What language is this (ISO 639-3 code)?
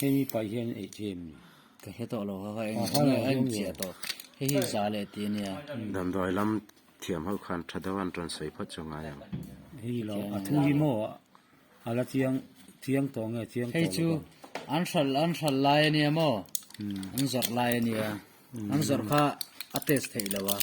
lus